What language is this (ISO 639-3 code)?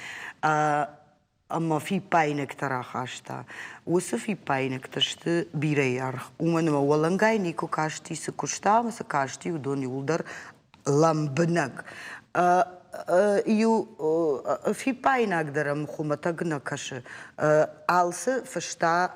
oss